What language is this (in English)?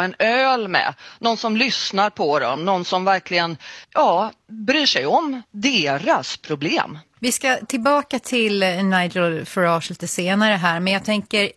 Swedish